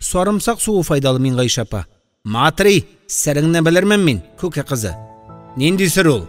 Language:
Tatar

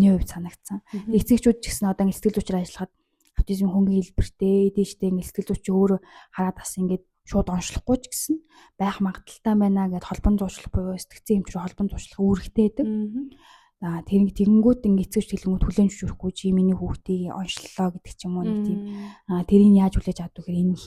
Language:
Mongolian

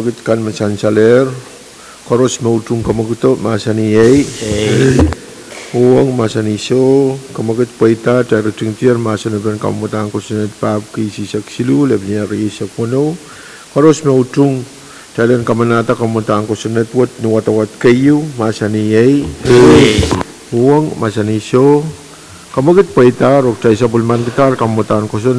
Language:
Pohnpeian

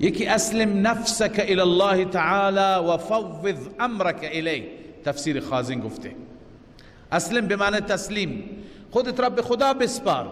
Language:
Persian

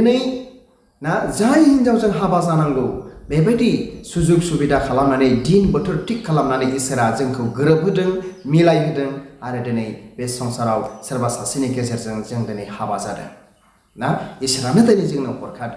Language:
Bodo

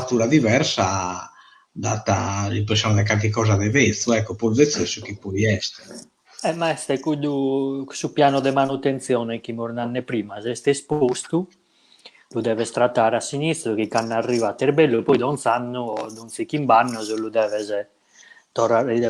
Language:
Sardinian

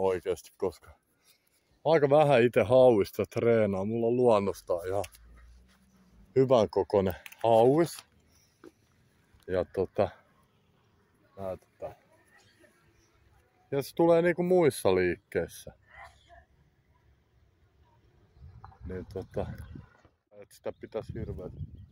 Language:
Finnish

